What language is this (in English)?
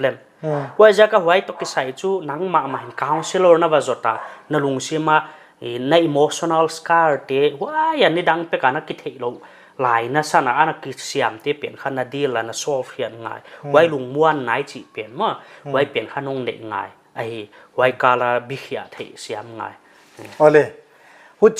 Paite Chin